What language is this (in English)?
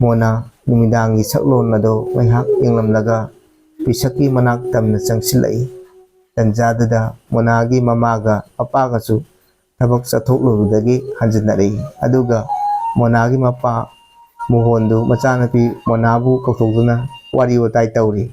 Manipuri